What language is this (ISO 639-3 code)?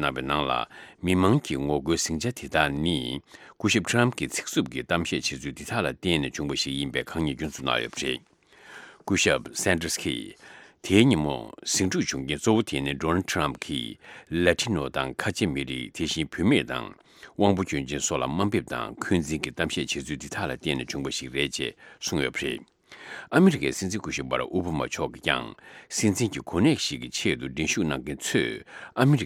bod